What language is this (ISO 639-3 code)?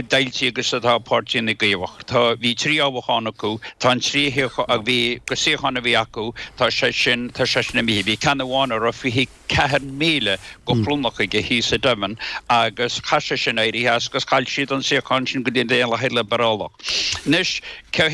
gle